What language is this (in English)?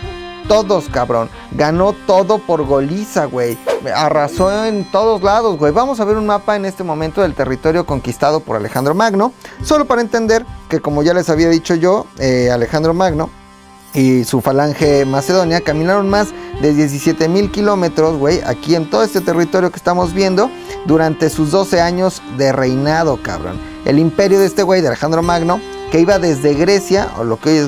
Spanish